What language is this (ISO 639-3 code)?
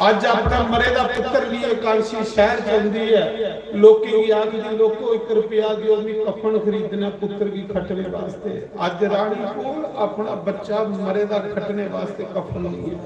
doi